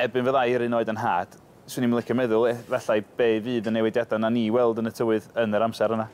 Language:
Welsh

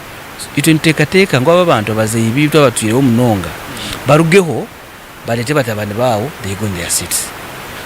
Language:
Nyankole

